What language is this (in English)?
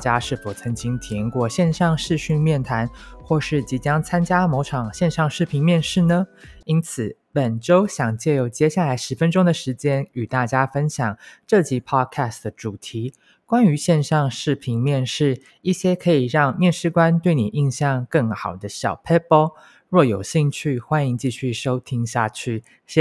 Chinese